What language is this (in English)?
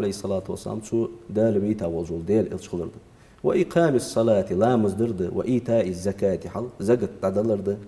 Ingush